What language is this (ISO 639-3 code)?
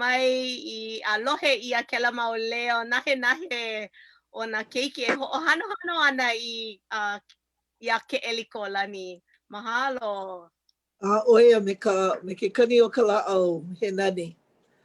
haw